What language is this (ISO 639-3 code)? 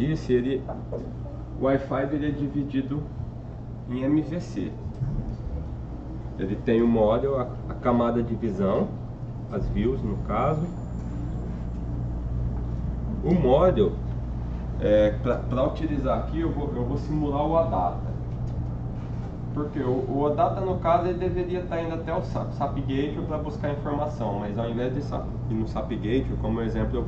por